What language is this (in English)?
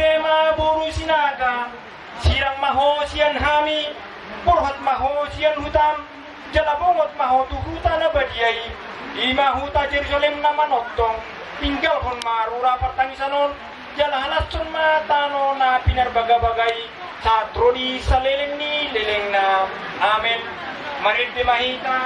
Batak Toba